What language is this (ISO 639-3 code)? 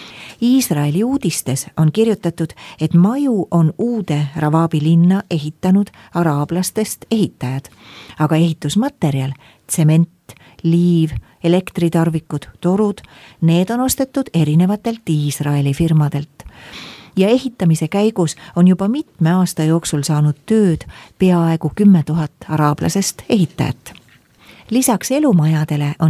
est